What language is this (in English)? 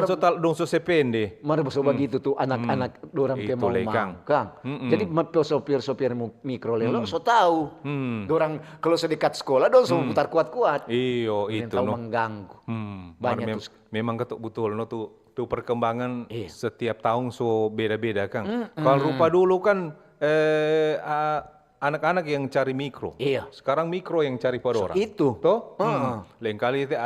Manado Malay